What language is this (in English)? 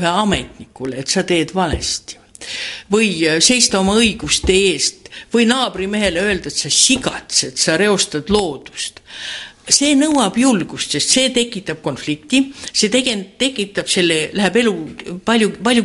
Estonian